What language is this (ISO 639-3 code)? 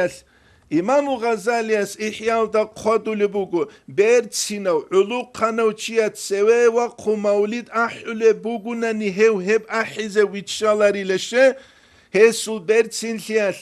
ava